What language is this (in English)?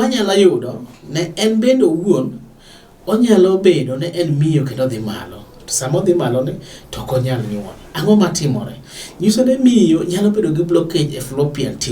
Luo (Kenya and Tanzania)